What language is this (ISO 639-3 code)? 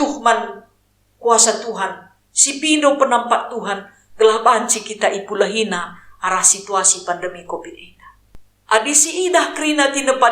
btx